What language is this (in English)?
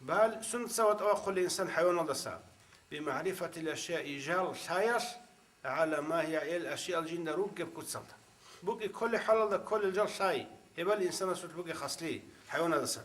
Avaric